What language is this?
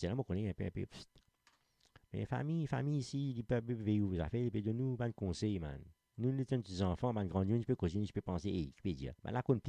Morisyen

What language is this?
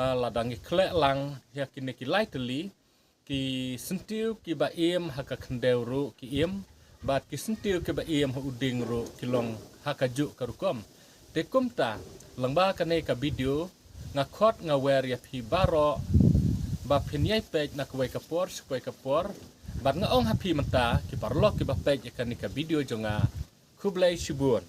Khasi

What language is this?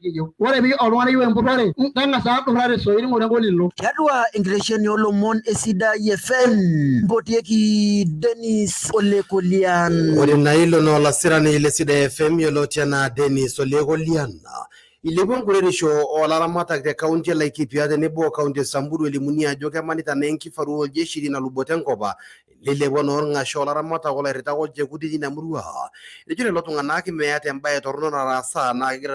Masai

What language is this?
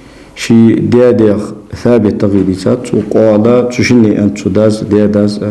Ingush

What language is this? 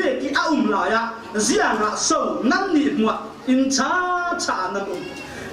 Falam Chin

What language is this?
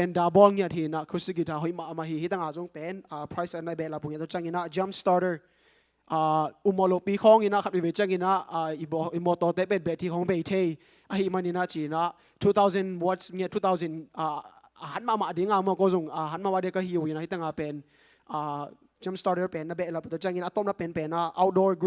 Tedim Chin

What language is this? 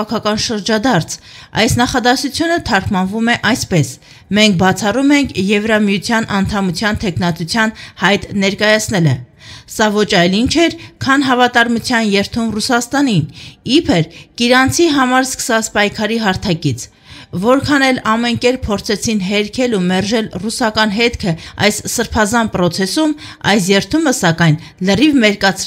Armenian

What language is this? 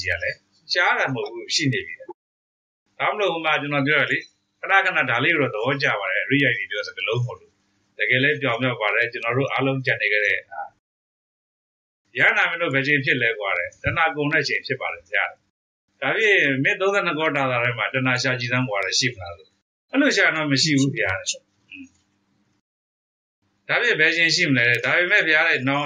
Burmese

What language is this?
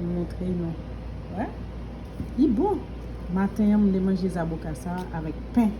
Haitian Creole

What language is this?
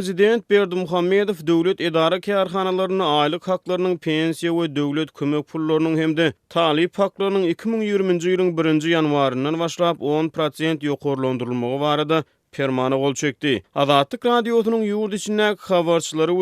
Turkmen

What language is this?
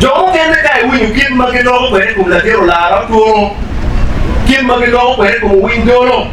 Acoli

